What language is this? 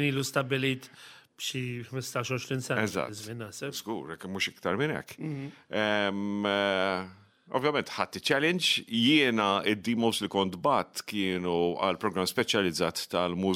Maltese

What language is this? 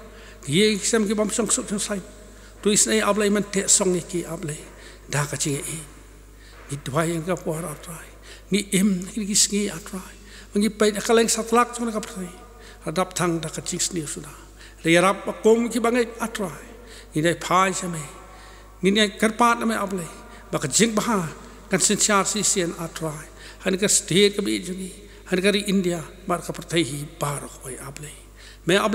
Khasi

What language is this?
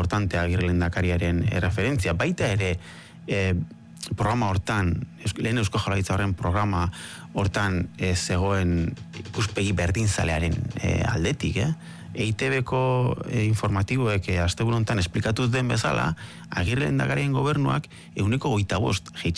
Basque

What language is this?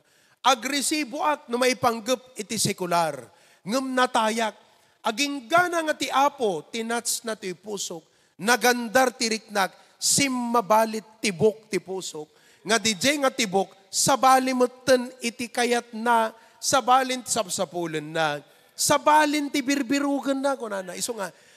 Iloko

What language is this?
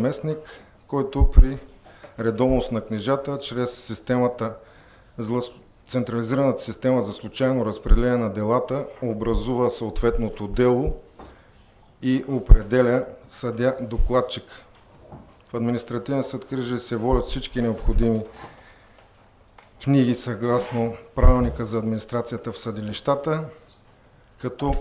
Bulgarian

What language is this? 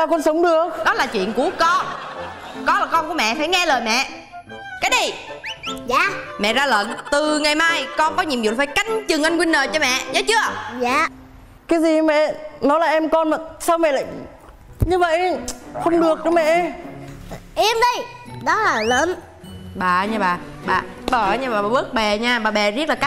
Vietnamese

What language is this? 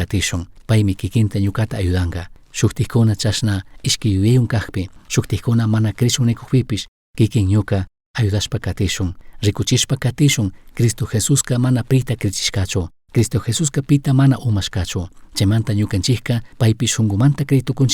Chimborazo Highland Quichua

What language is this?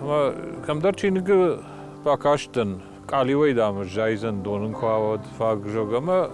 Ossetic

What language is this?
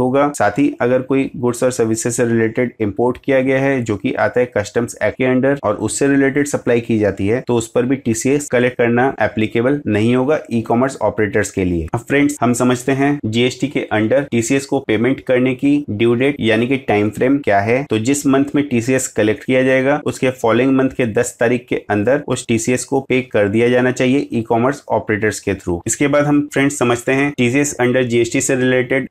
Hindi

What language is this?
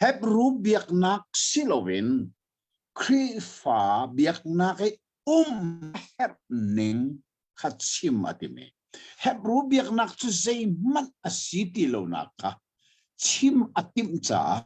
Hakha Chin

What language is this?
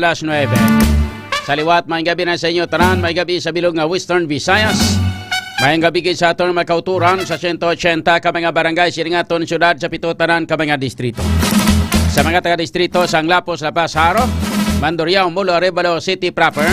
Hiligaynon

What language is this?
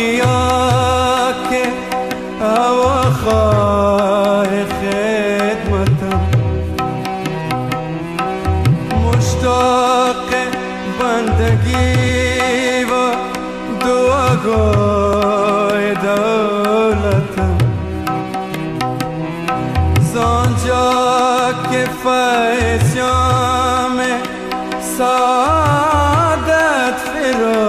Persian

